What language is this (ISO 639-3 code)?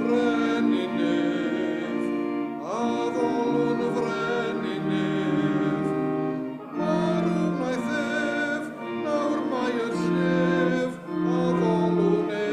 cym